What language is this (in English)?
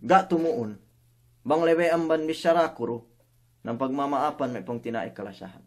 Yakan